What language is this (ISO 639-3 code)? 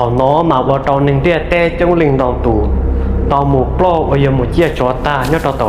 hmn